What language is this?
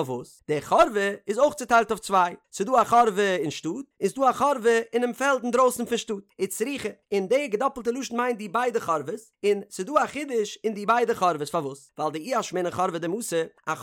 Yiddish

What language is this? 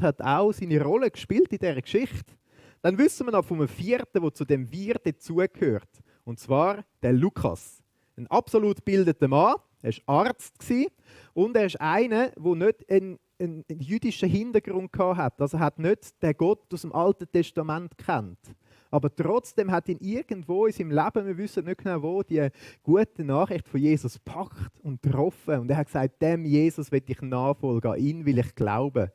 Swiss German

